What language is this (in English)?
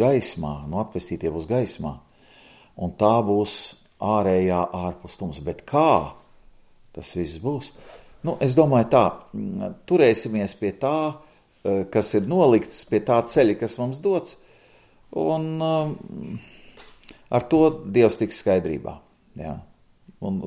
Latvian